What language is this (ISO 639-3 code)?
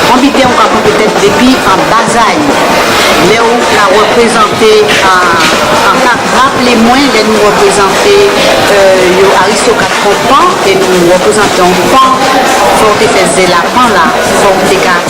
gcf